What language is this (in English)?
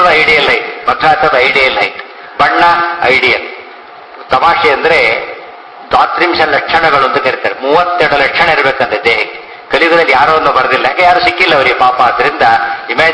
Kannada